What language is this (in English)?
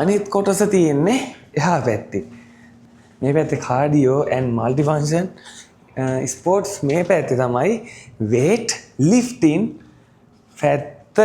Sinhala